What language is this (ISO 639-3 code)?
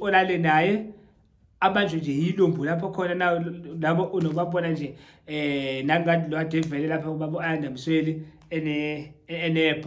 zul